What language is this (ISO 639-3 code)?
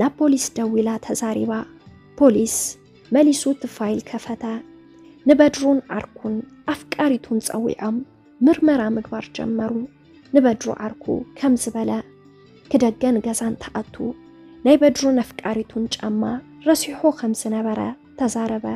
tir